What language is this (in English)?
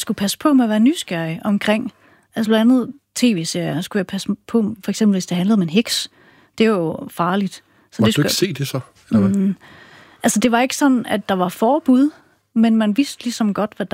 Danish